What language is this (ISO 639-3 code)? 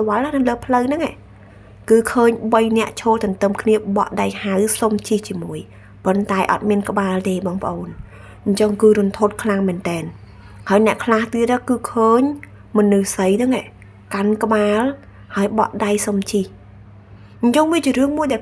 khm